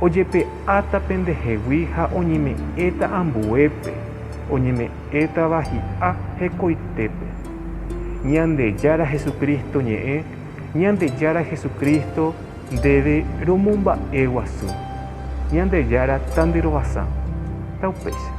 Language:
Guarani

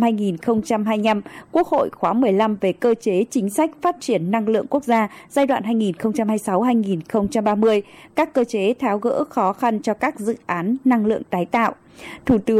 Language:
Vietnamese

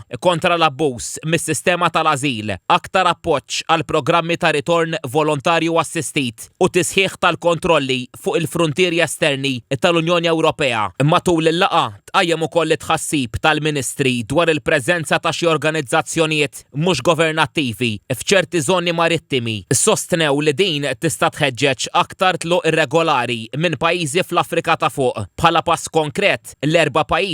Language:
Maltese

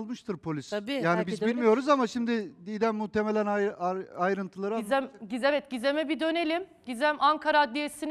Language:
Turkish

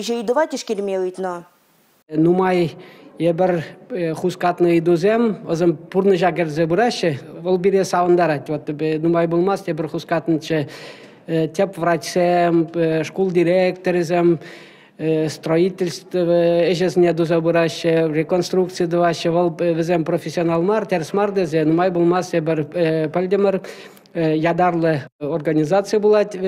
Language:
Chuvash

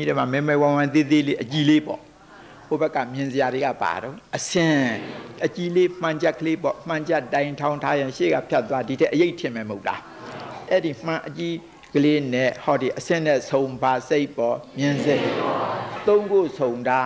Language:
Burmese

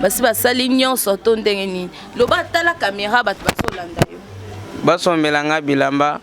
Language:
Lingala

